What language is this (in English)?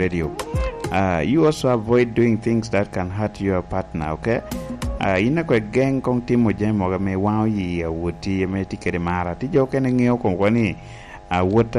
Lango (Uganda)